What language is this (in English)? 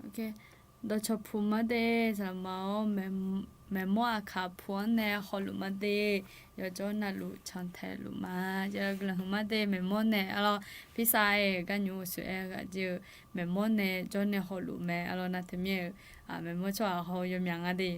Akha